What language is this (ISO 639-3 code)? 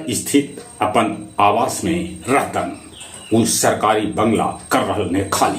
mag